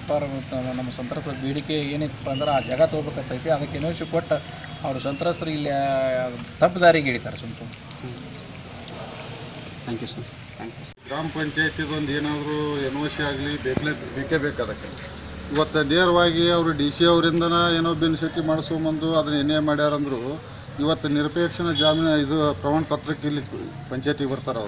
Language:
Kannada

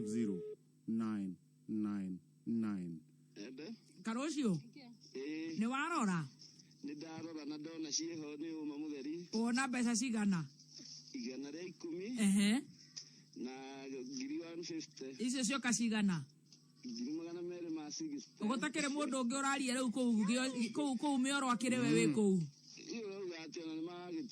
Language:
Kikuyu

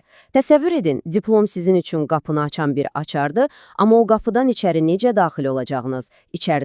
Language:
Azerbaijani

